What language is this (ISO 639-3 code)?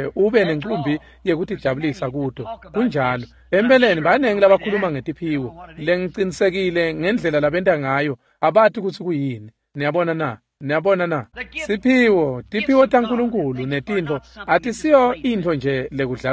ssw